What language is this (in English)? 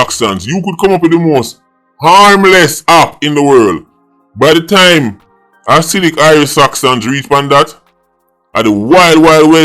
Jamaican Creole English